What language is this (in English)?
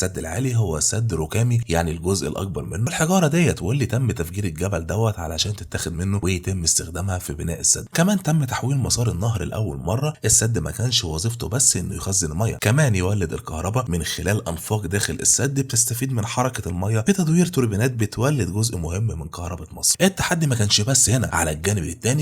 Egyptian Arabic